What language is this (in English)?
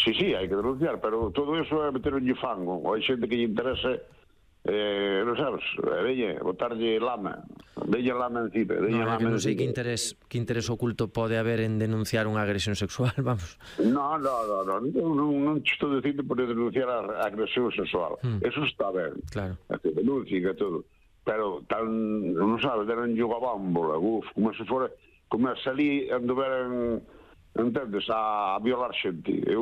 Galician